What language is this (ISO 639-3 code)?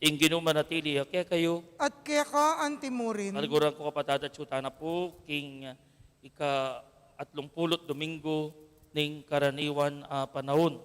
pam